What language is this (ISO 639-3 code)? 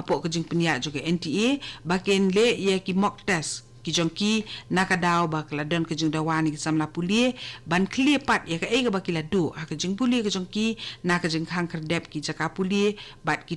kha